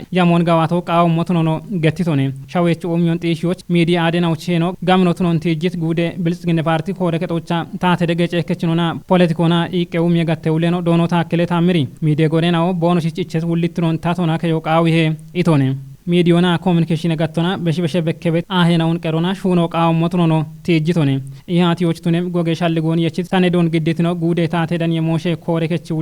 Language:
Kafa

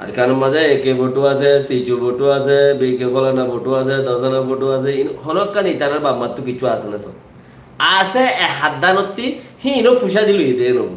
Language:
Rohingya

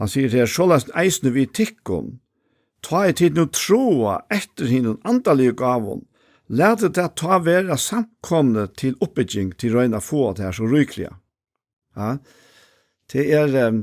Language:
Faroese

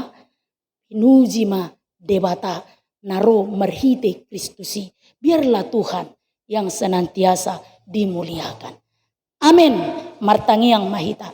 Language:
Batak Toba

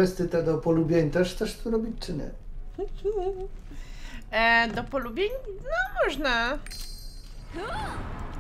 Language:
Polish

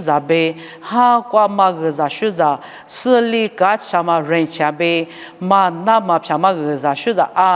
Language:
Lisu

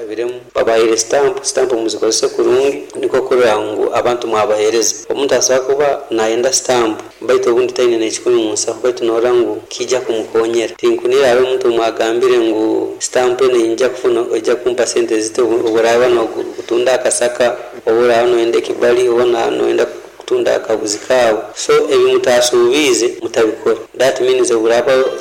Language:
Nyoro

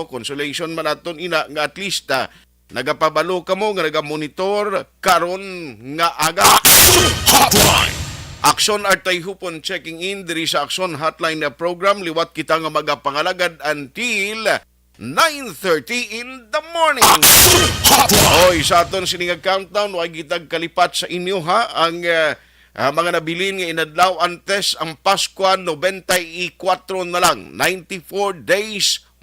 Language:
Hiligaynon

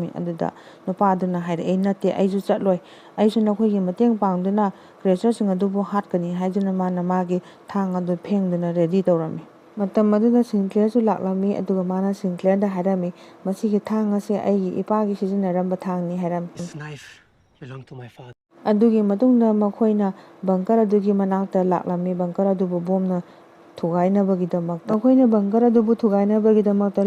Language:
Manipuri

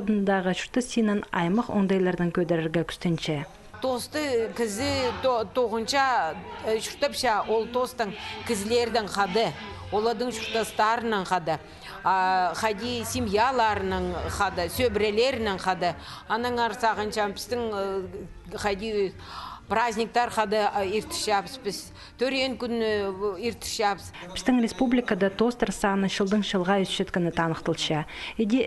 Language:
Khakas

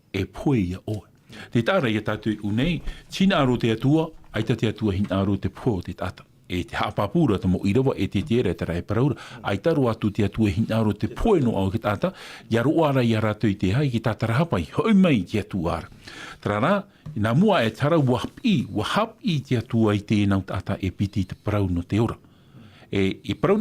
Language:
Tahitian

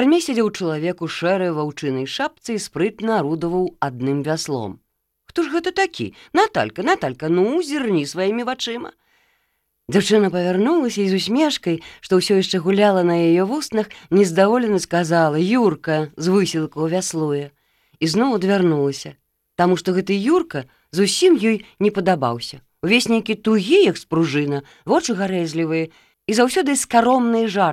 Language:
Belarusian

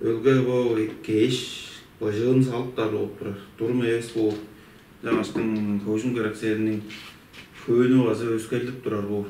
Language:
Tuvinian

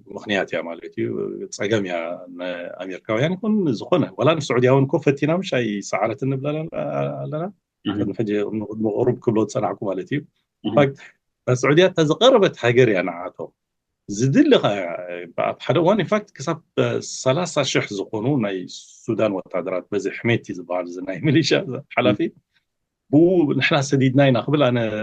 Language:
Tigrinya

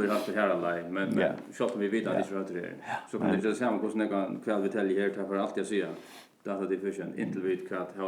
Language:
Faroese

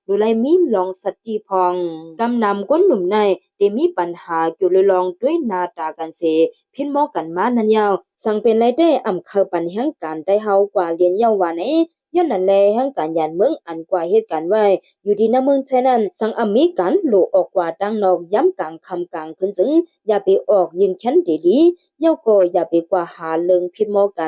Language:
Shan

